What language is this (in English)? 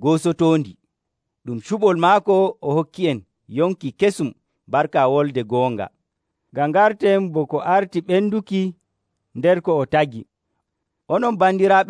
Nigerian Fulfulde